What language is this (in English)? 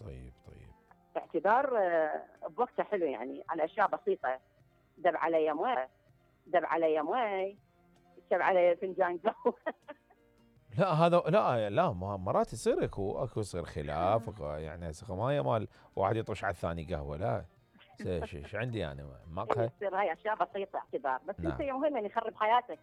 Mesopotamian Arabic